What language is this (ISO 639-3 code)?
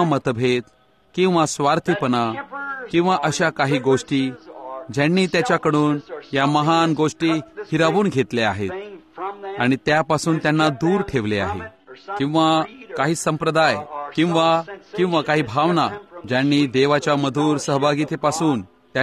mar